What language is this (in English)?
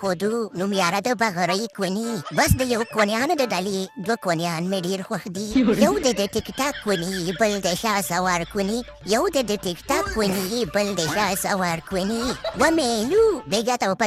Pashto